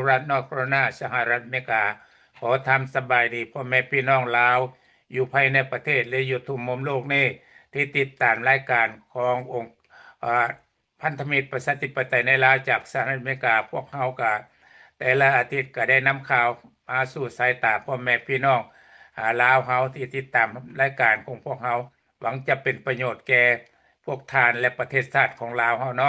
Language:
Lao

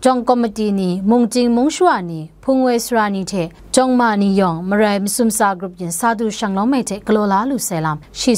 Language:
Kachin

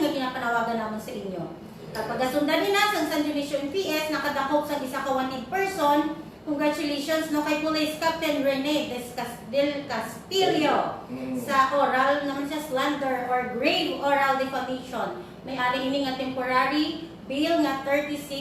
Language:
Hiligaynon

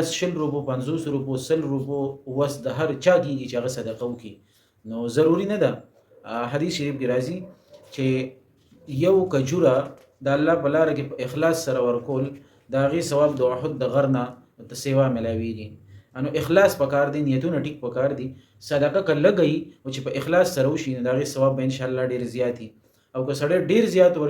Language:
Pashto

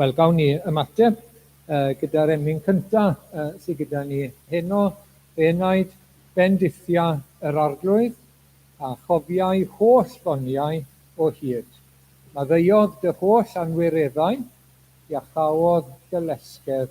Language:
Welsh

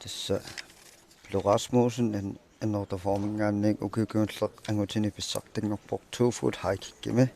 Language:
Kalaallisut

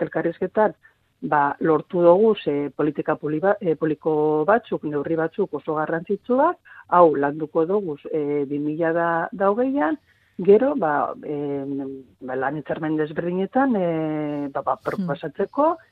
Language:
Basque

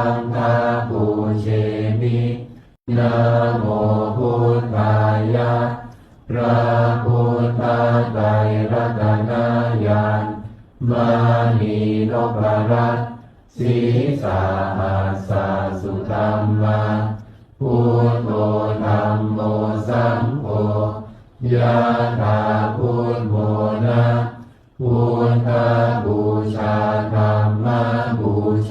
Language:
Pali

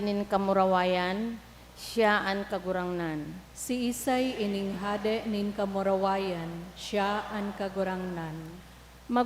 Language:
Bikol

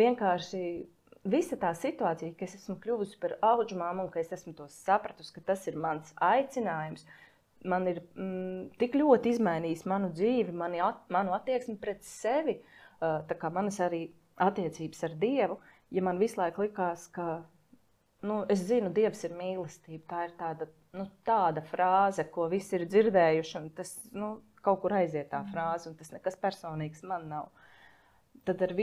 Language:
Latvian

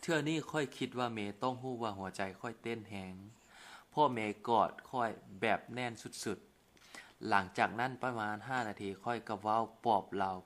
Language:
Lao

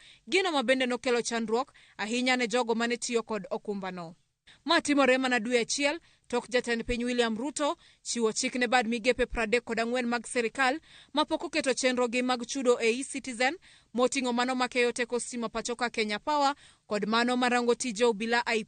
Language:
Luo (Kenya and Tanzania)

